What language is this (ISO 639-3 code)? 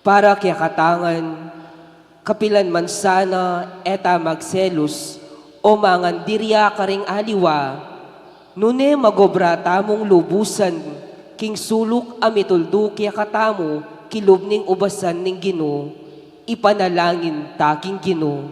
pam